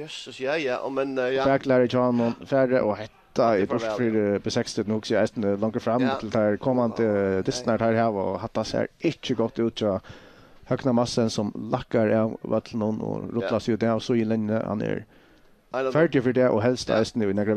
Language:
Faroese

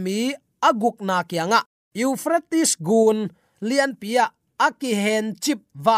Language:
Tedim Chin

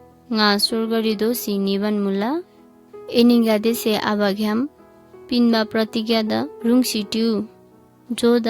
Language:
Eastern Tamang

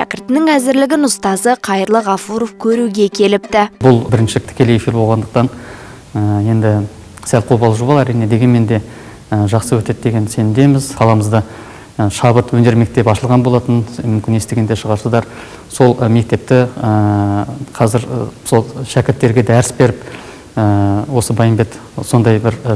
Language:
Kazakh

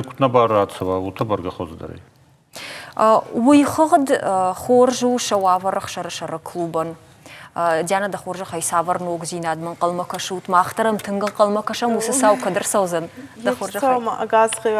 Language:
Ossetic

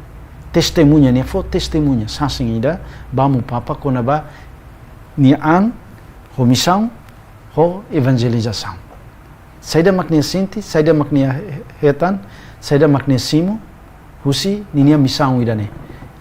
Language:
Tetum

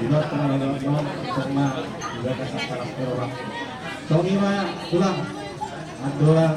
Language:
Batak Toba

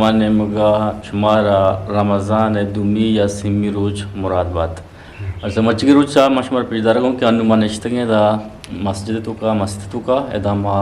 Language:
Eastern Balochi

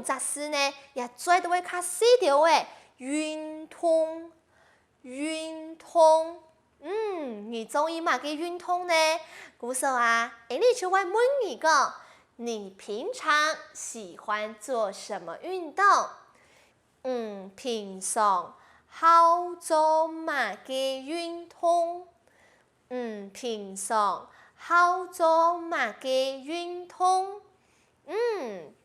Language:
Hakka Chinese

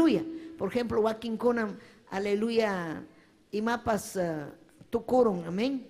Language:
Ayacucho Quechua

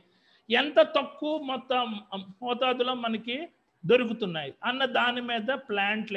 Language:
Telugu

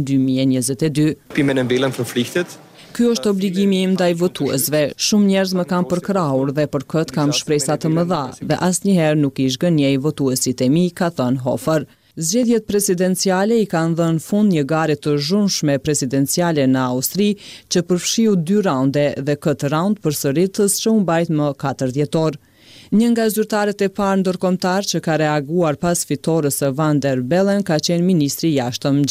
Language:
Albanian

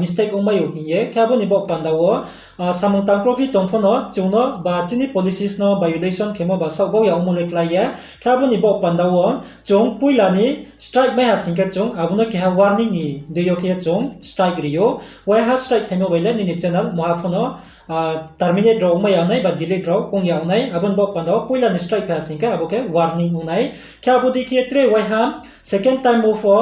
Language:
Riang (India)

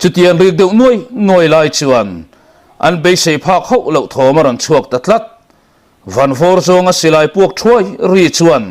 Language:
Mizo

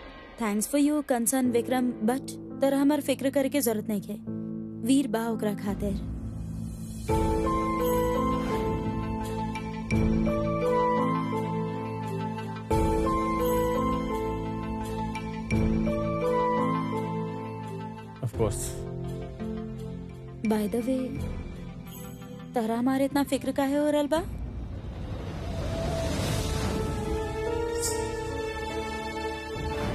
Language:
Bhojpuri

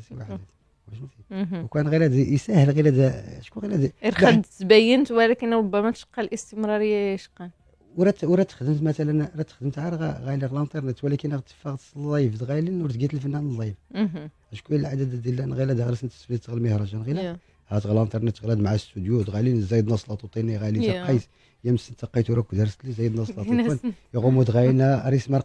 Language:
Moroccan Arabic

